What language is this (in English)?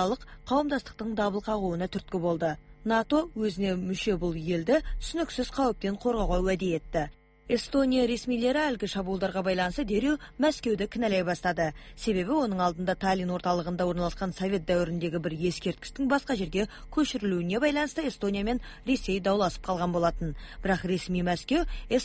Kazakh